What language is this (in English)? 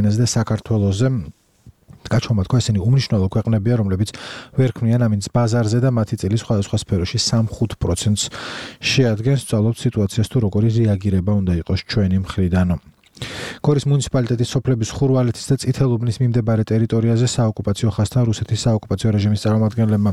Georgian